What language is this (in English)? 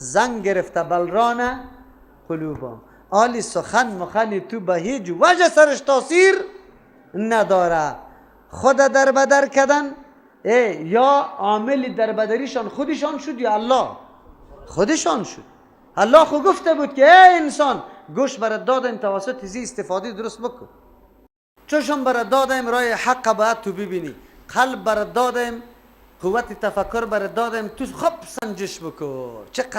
Persian